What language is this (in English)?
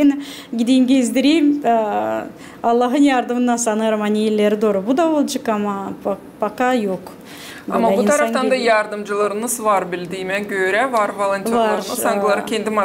Gagauz